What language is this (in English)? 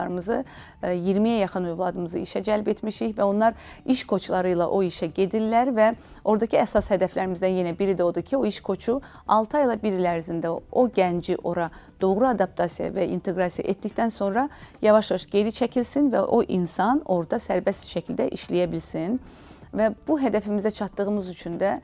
Azerbaijani